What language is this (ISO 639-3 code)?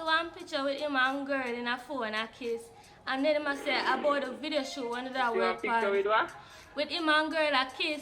jam